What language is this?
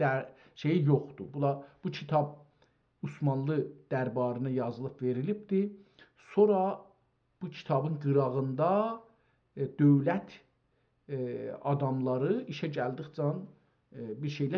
South Azerbaijani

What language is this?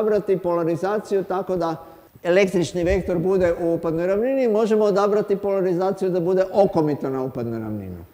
Croatian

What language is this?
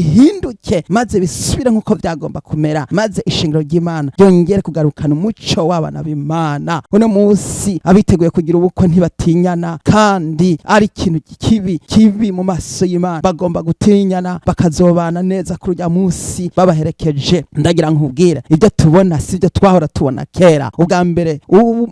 Rundi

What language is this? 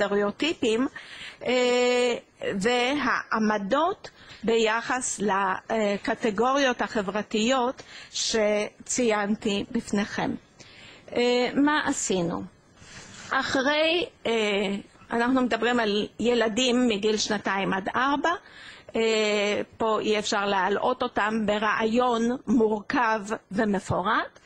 Hebrew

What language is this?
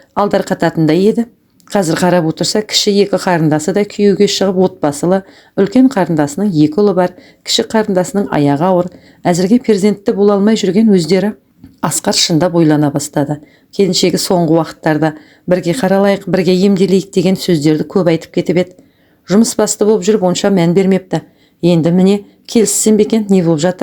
Kazakh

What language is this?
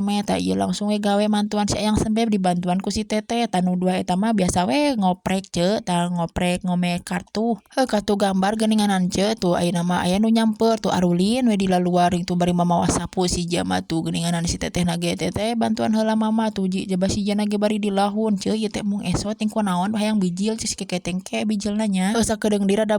Sundanese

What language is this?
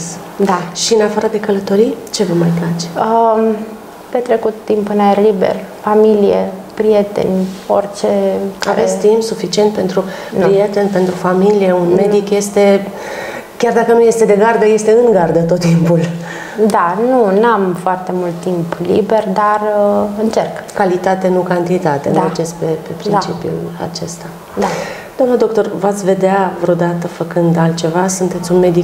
Romanian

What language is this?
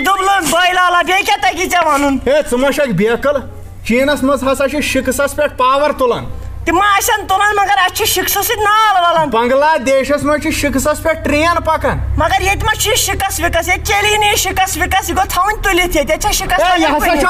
Kashmiri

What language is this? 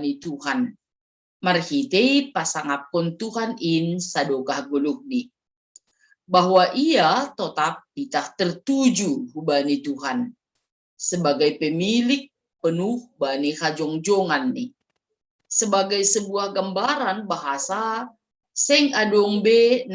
Batak Simalungun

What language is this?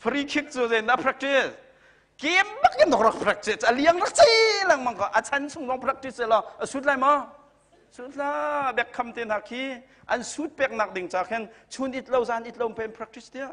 Hakha Chin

